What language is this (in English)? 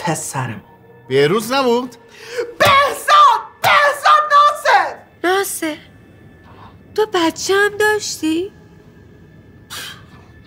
Persian